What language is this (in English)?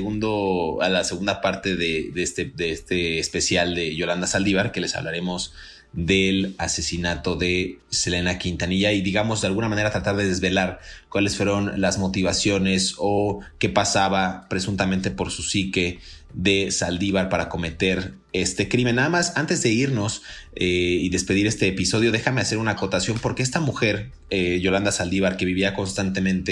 Spanish